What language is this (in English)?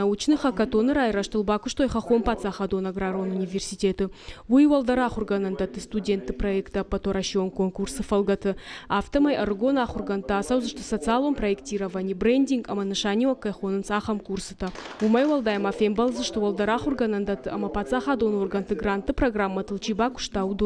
Ossetic